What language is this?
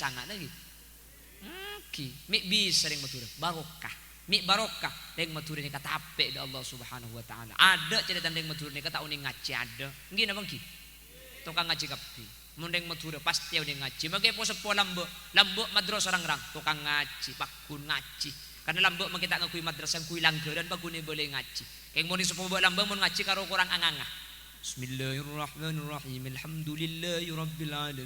Madurese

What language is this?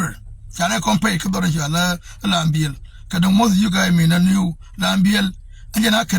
Nuer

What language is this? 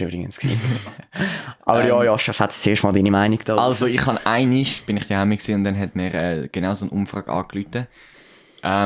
Swiss German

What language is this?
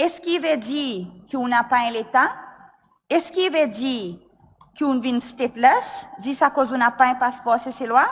Seselwa Creole French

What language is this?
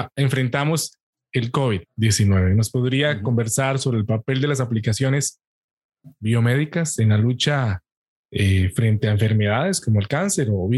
Spanish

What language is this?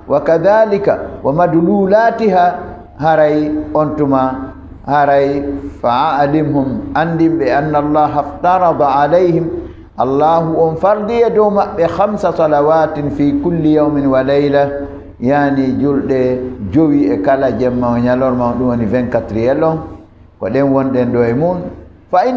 Fula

